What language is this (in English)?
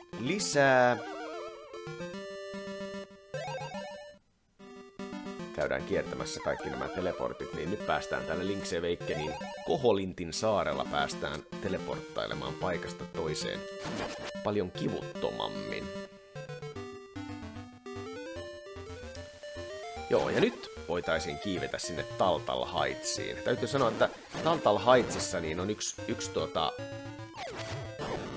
Finnish